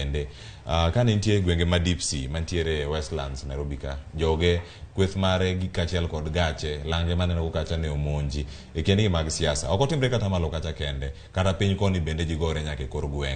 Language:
Luo (Kenya and Tanzania)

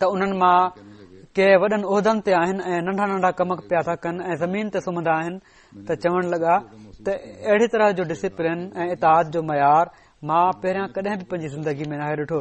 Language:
Sindhi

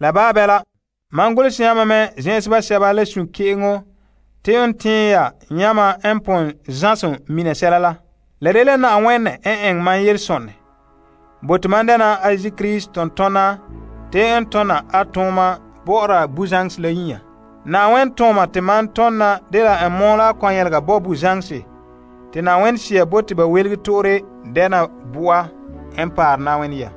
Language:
Frafra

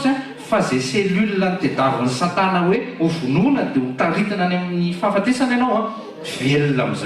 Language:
Malagasy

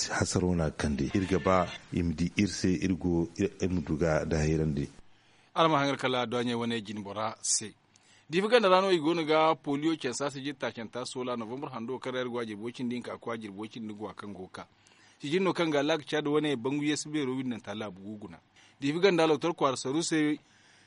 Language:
Zarma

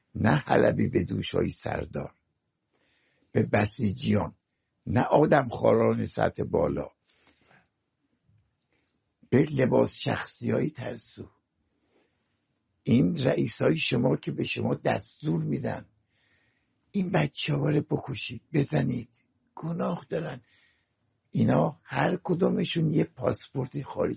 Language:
Persian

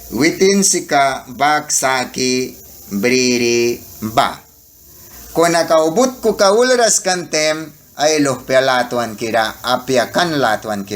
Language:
Mískito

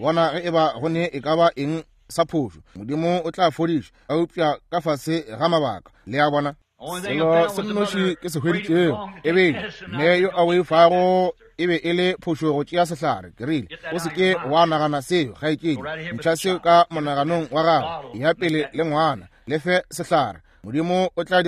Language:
Northern Sotho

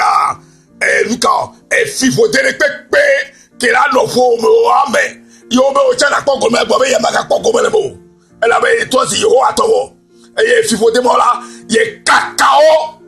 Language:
Ewe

